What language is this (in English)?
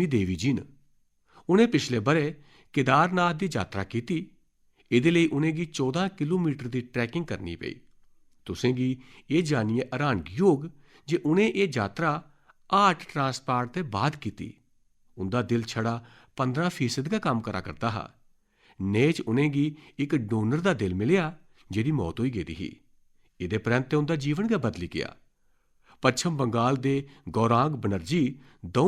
Dogri